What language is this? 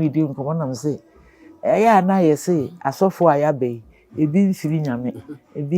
Akan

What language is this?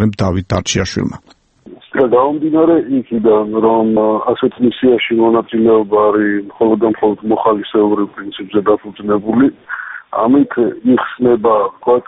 Georgian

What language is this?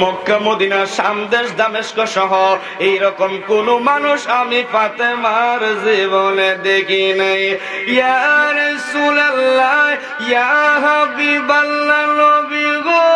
Sylheti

